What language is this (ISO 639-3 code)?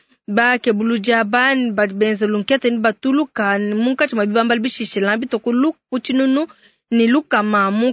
lua